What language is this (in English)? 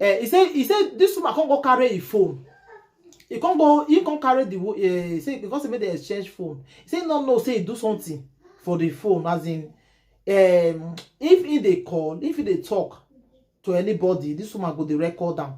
Nigerian Pidgin